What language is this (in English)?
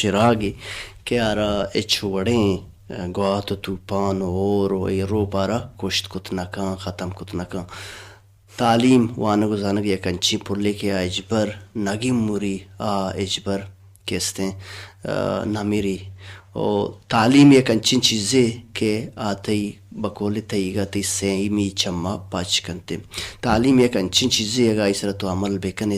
Baluchi